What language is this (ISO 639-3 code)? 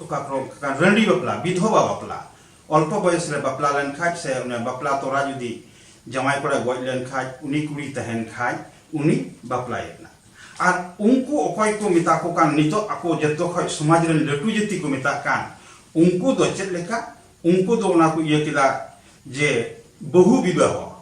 sat